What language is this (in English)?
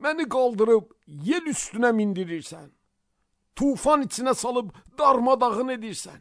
Azerbaijani